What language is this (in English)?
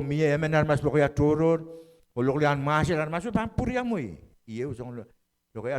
Pohnpeian